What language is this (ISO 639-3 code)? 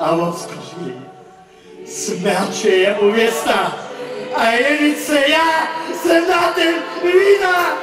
hsb